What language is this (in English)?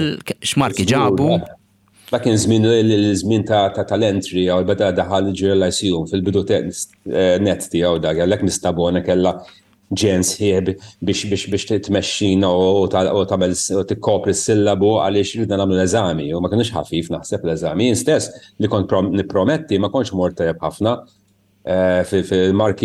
Maltese